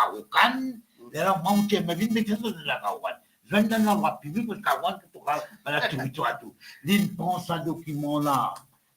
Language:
Morisyen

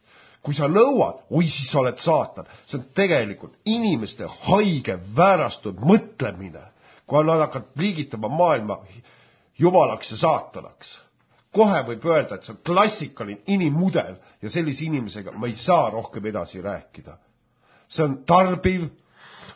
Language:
Estonian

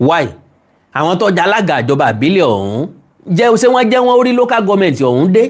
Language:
Yoruba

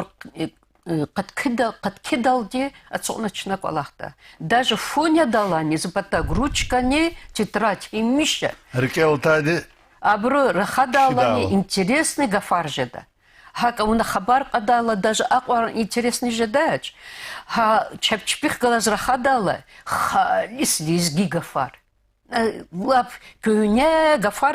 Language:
Lezghian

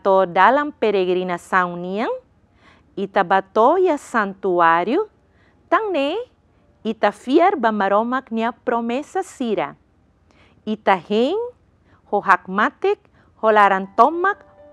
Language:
Tetum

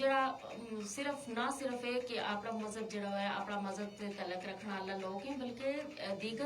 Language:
Gujari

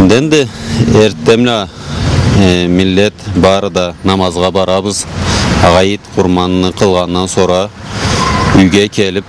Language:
Karachay-Balkar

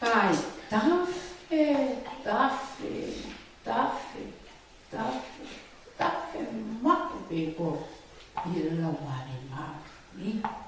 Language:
Tongan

